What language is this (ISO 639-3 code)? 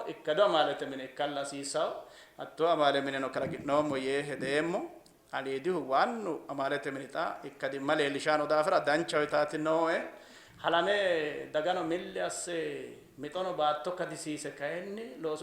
sid